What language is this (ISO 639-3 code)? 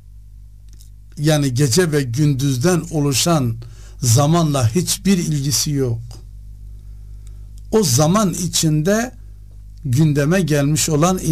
tur